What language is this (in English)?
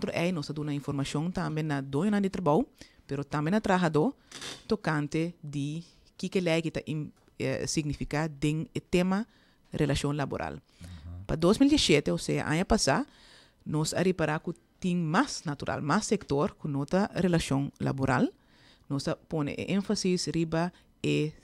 Papiamento